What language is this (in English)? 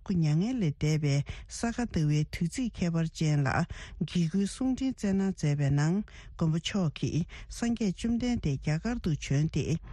Tibetan